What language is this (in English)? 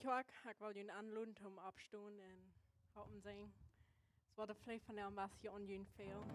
Plautdietsch